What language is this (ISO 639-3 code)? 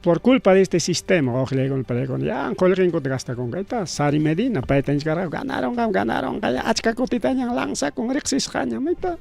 quy